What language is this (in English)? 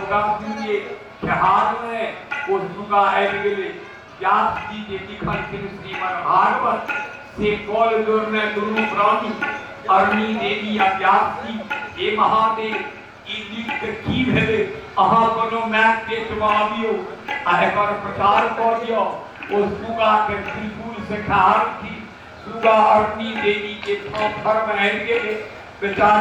Maithili